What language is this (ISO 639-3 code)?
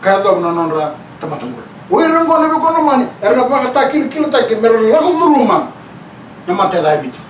fij